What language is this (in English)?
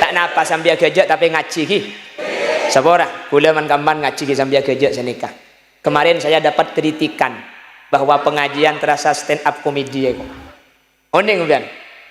Madurese